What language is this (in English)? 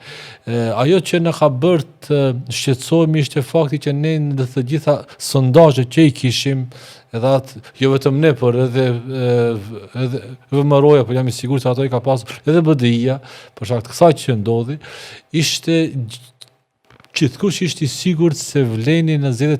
Albanian